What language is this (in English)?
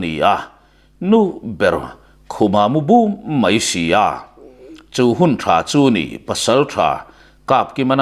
Mizo